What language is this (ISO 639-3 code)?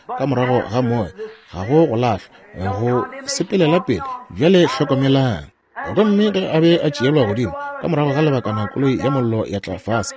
nso